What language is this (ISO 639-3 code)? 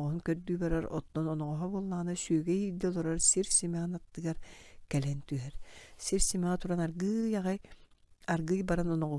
sah